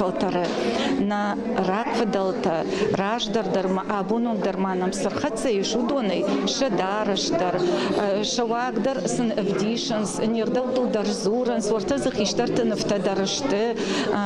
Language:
Ossetic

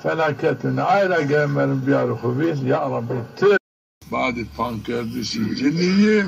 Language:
Zaza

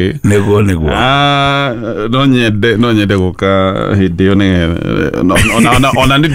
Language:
Kikuyu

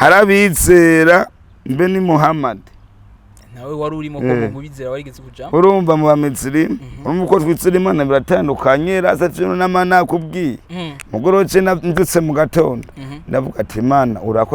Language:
Rundi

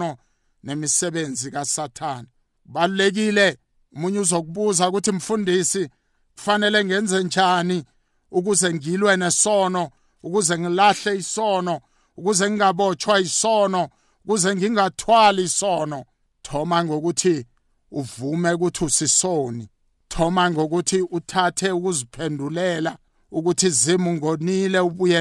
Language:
South Ndebele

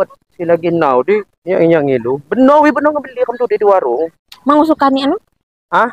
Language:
Lampung Api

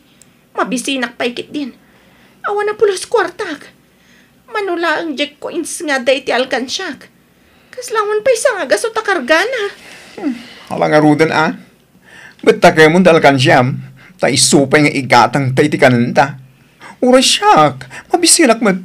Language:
Iloko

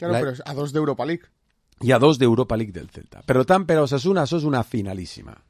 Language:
Catalan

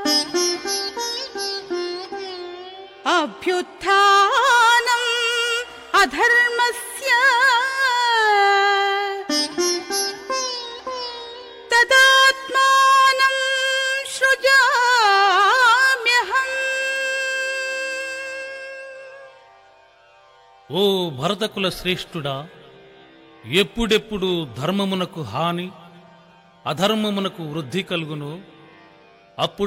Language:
Telugu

